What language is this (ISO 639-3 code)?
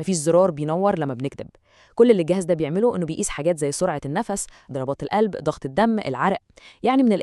arz